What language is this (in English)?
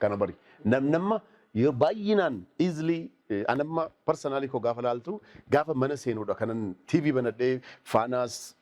Oromo